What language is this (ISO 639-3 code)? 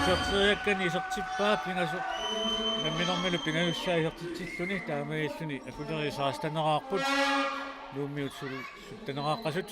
kal